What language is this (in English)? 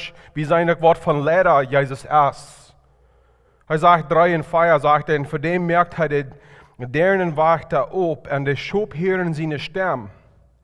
Plautdietsch